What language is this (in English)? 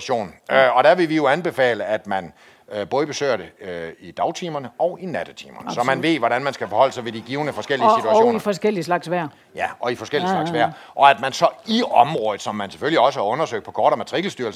Danish